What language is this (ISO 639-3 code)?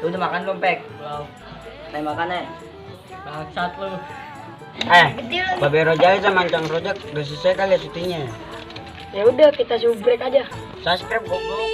bew